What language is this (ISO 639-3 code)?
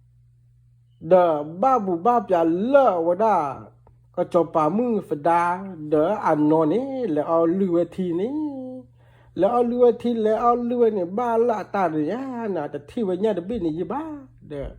ksw